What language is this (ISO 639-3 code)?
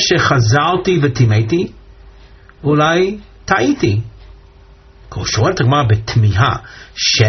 heb